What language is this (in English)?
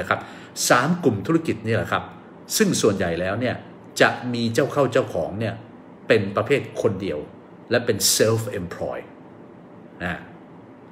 Thai